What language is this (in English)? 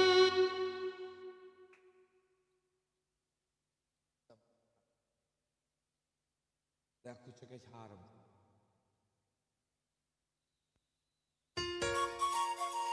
Hungarian